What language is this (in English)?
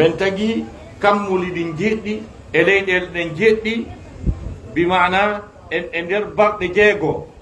Fula